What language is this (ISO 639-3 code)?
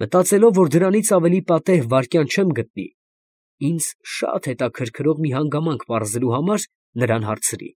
hye